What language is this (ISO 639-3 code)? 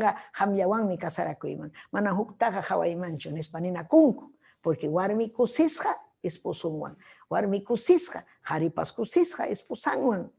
quy